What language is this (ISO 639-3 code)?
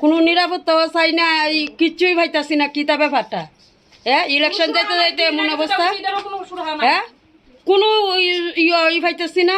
trp